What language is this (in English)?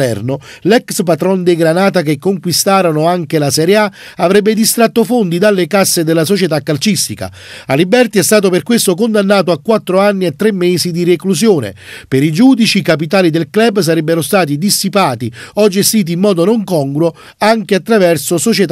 Italian